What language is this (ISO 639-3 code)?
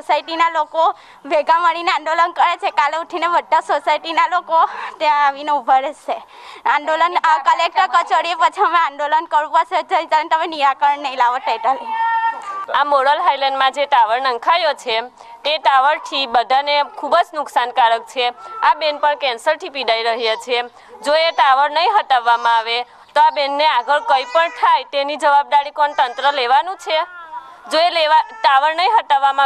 guj